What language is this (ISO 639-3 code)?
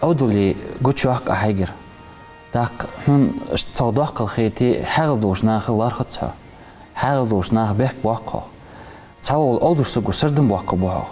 inh